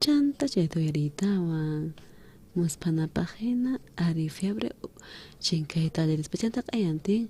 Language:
South Bolivian Quechua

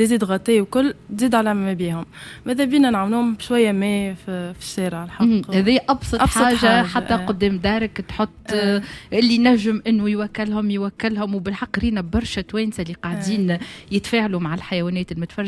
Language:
Tunisian Arabic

